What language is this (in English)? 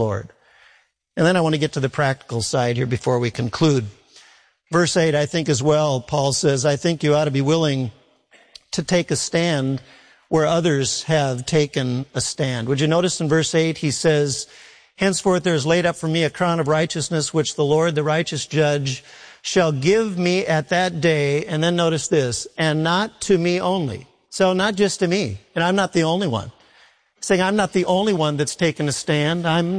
English